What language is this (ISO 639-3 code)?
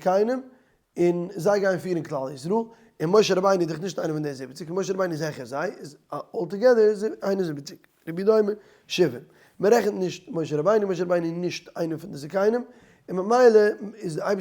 yid